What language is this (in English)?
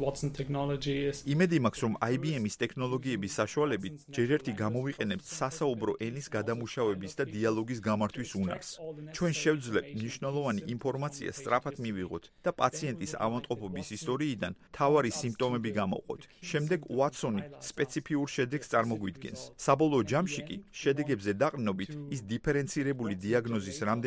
Georgian